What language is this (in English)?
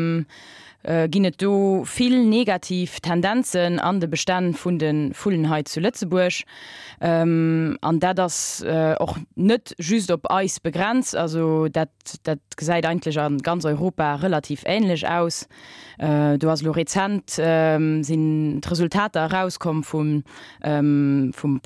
Luxembourgish